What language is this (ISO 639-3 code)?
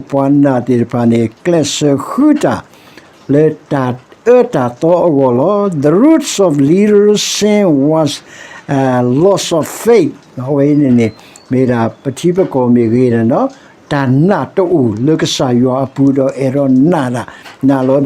ksw